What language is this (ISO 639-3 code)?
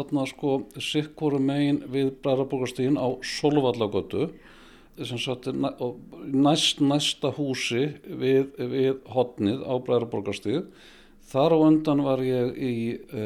isl